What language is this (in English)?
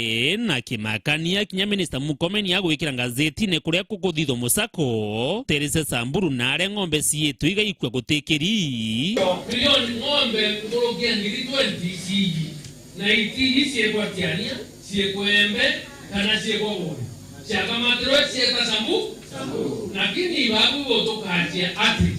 Meru